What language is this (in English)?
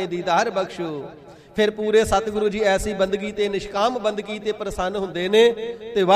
Punjabi